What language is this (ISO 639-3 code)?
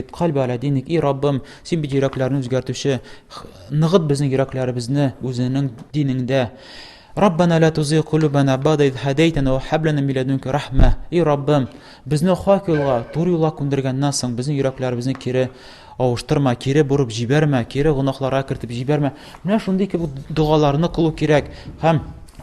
tat